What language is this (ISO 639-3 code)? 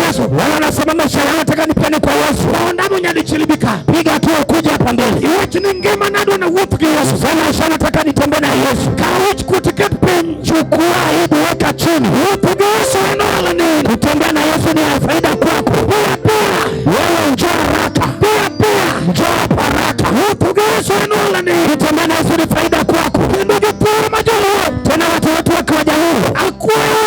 luo